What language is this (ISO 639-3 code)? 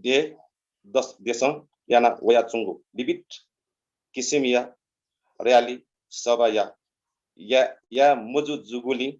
new